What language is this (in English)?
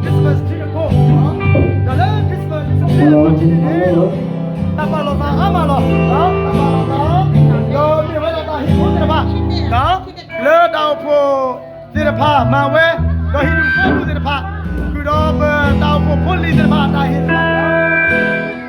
S'gaw Karen